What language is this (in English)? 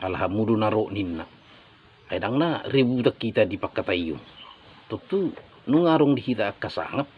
Batak Toba